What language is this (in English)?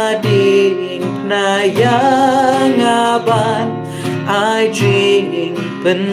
Khasi